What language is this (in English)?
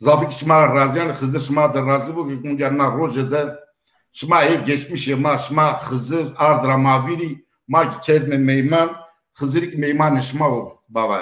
Zaza